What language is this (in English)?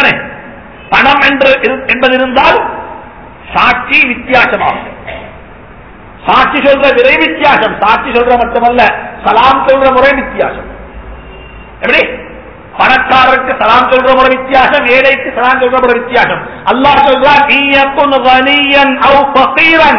Tamil